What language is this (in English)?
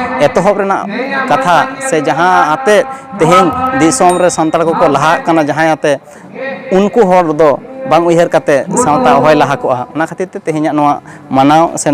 Santali